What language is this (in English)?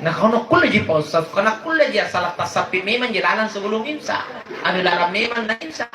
Makasar